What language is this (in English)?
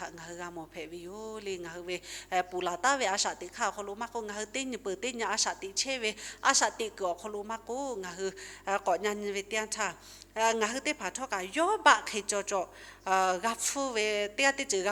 Lahu